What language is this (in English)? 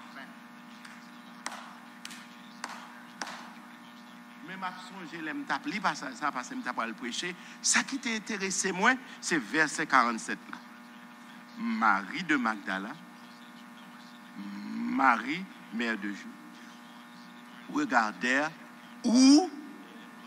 French